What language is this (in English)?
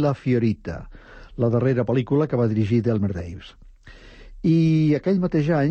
Catalan